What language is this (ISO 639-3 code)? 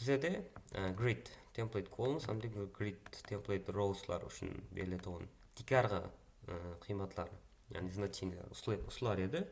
kaa